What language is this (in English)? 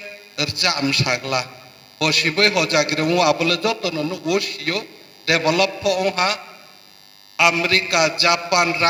Riang (India)